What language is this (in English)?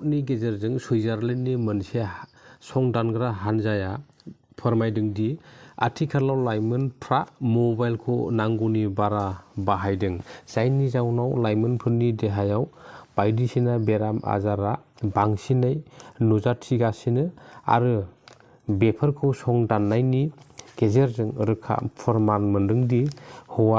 Bodo